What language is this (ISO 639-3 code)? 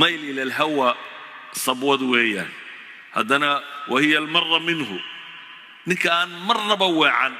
som